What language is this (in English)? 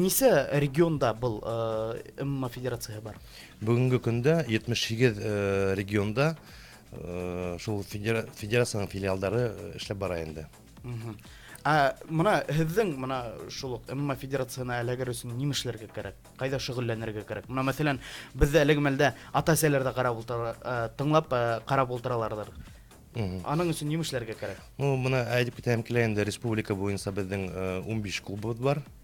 Bashkir